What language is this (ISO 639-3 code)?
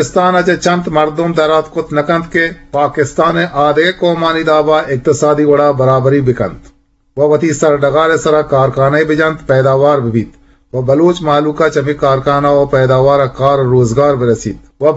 bgp